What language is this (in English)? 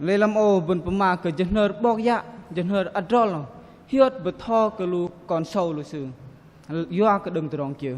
Bahnar